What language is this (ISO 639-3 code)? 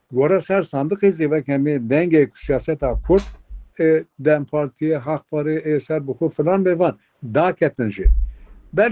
kur